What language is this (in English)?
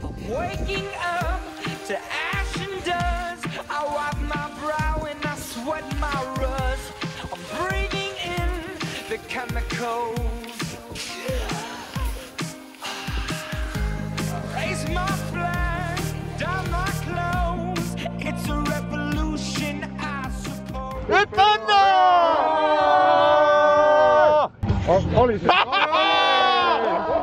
Finnish